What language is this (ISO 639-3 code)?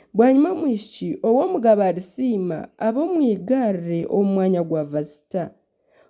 nyn